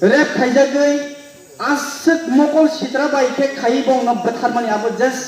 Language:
Kok Borok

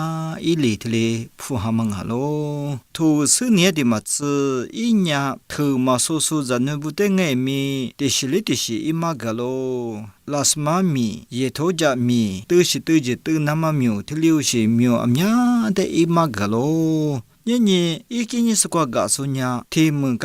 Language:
Lisu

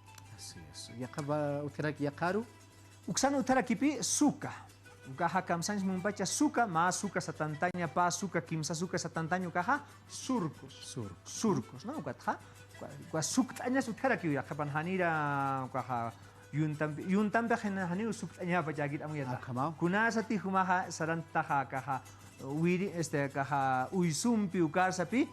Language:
Aymara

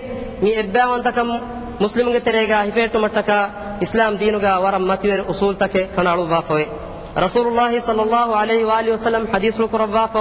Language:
Divehi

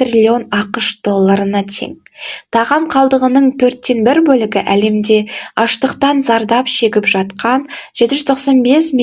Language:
Kazakh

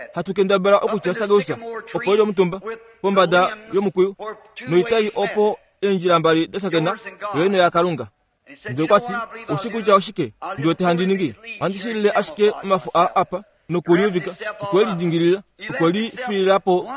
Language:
Kuanyama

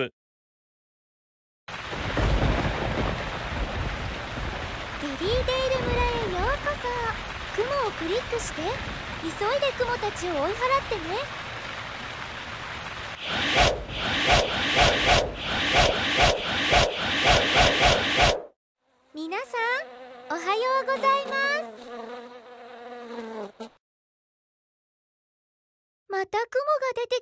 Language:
Japanese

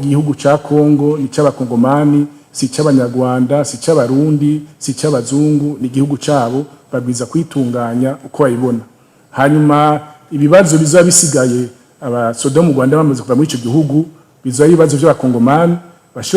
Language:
Rundi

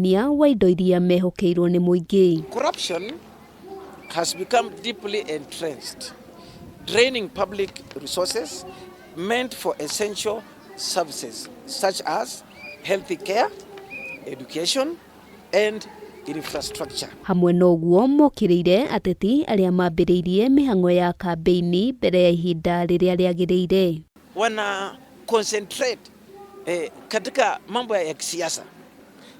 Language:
Kikuyu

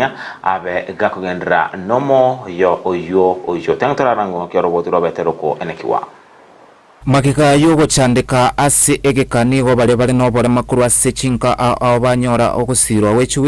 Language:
Gusii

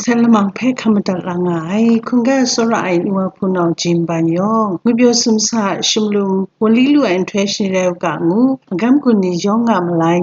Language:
Kachin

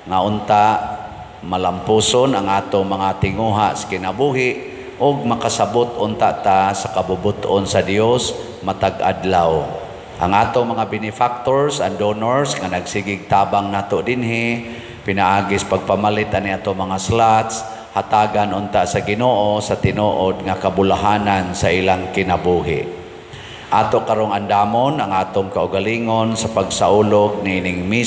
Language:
Cebuano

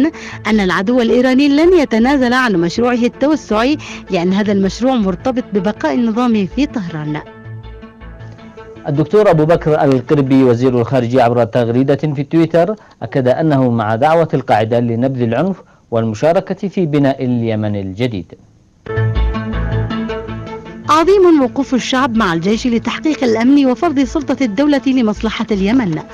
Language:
Arabic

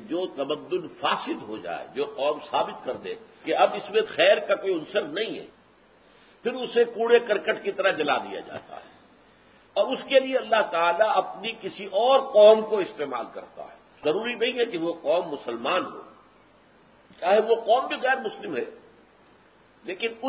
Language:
Urdu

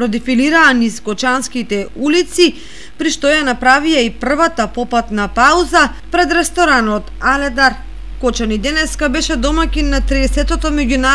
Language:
Macedonian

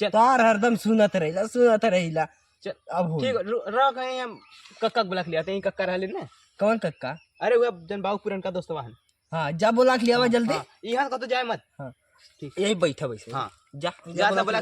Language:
Awadhi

